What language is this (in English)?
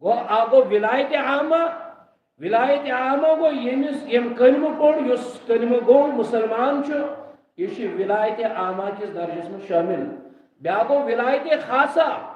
Kashmiri